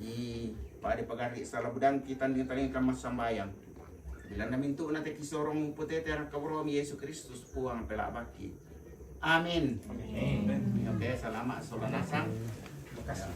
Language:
Toraja-Sa'dan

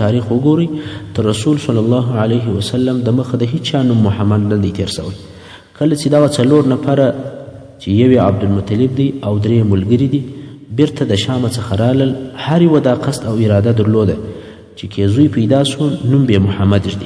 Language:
Pashto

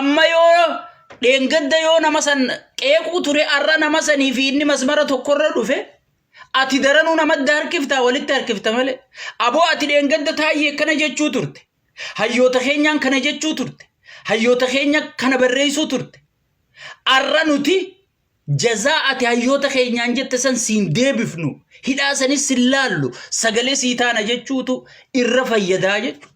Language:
Oromo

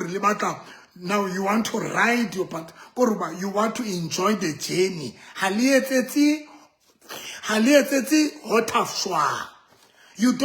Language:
Southern Sotho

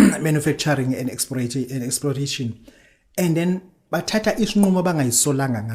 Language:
Zulu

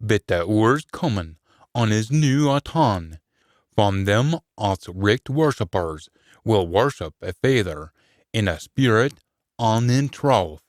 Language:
Scots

